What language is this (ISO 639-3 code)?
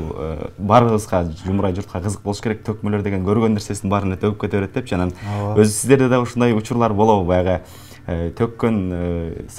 kir